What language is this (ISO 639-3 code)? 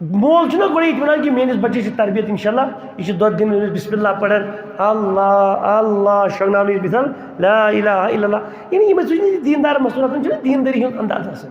kas